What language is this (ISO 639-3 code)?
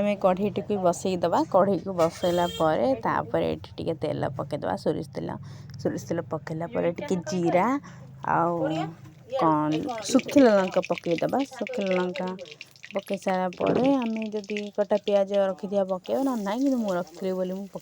ori